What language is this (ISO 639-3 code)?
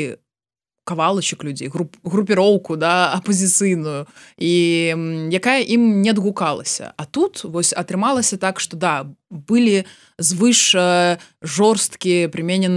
bel